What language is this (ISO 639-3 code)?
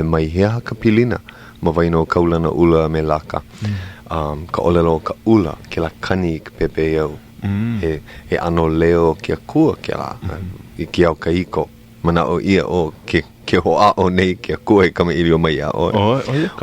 haw